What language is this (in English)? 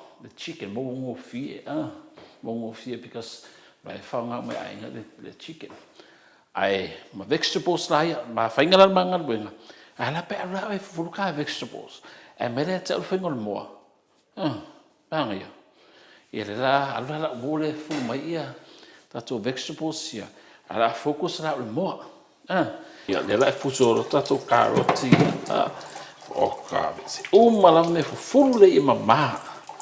Samoan